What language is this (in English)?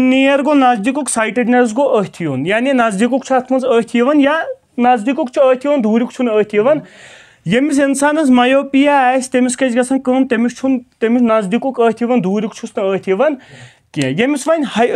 Kashmiri